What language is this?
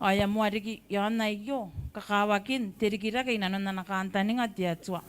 Gilbertese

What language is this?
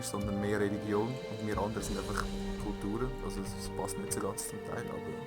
Swiss German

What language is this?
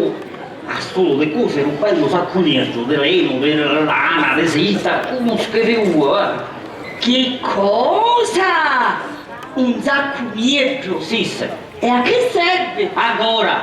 Sicilian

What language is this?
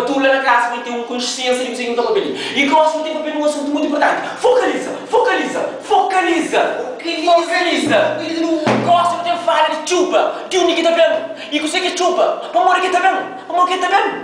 Kabuverdianu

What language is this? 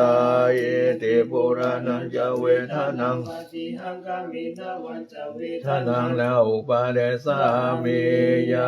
Pali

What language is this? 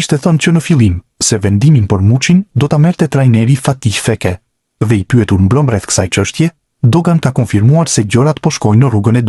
Albanian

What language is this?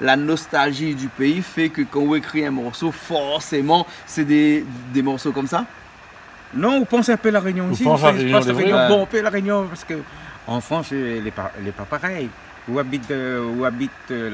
Réunion Creole French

